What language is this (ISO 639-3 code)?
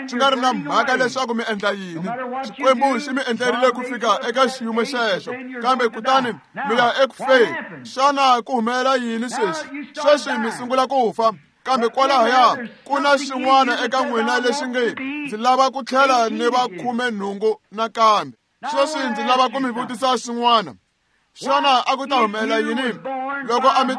tso